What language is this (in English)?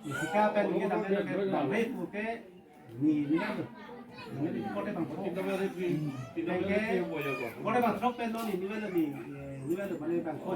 Karbi